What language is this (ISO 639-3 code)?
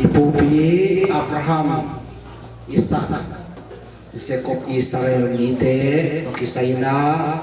ctd